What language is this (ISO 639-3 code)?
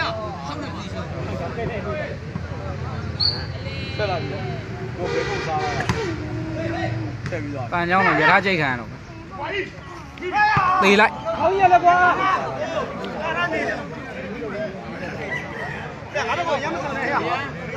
mya